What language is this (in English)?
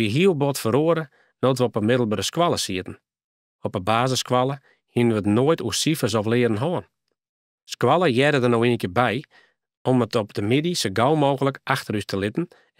Western Frisian